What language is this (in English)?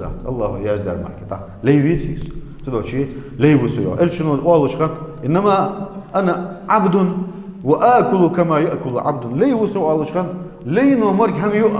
Ingush